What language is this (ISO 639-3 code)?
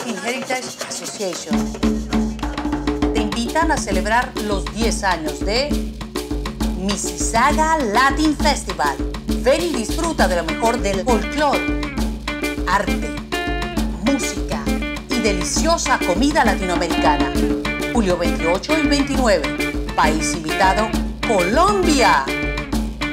spa